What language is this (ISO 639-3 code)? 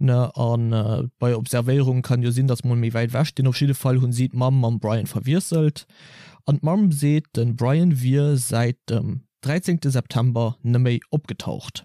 ltz